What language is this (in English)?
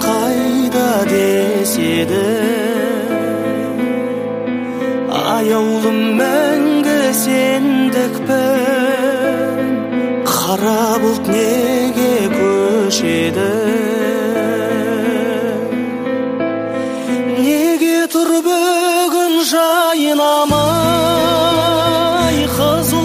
Kazakh